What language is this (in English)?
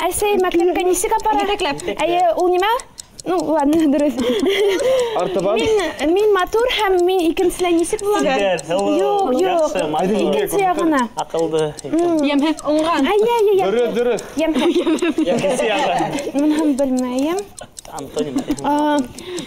Bashkir